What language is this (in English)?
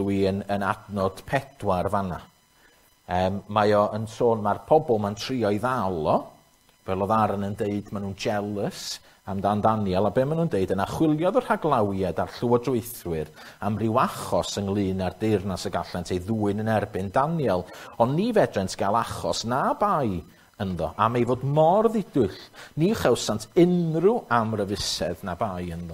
Welsh